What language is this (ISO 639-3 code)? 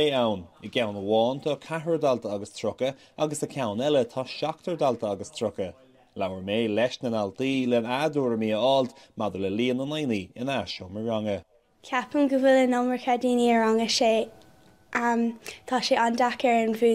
gle